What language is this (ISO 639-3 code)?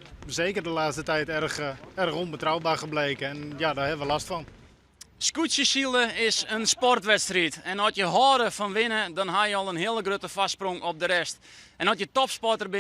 fry